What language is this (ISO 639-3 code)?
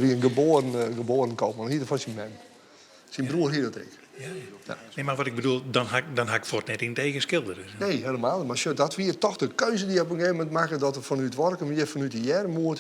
fry